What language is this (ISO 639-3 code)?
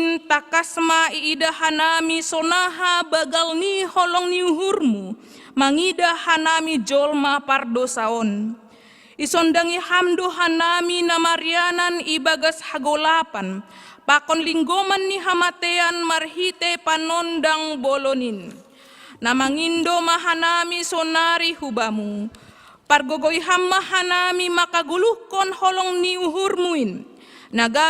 bts